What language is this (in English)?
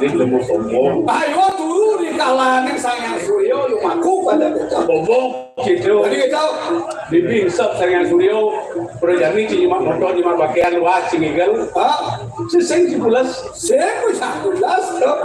Balinese